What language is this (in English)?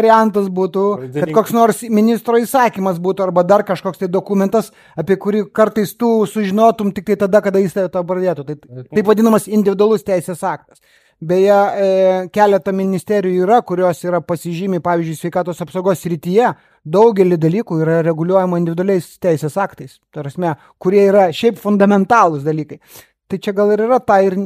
Lithuanian